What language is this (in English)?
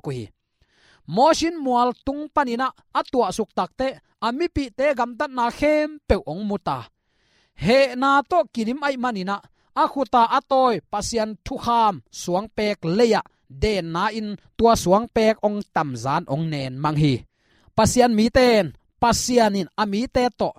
Tedim Chin